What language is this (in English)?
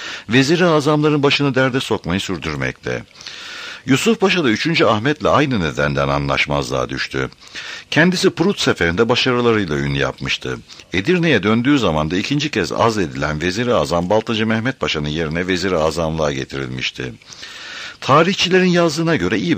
Turkish